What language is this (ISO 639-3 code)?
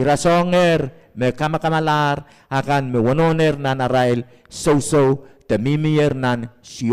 pon